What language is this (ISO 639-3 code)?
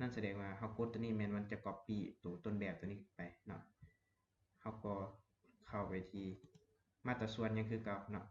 lao